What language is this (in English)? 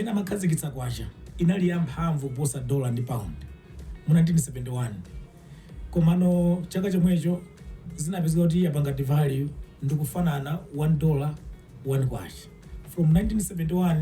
Nyanja